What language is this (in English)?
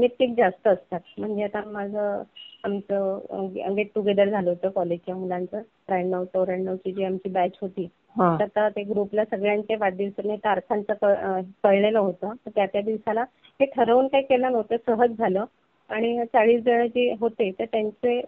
Marathi